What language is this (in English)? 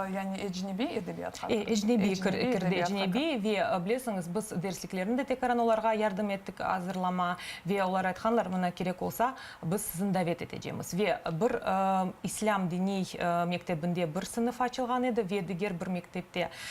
Crimean Tatar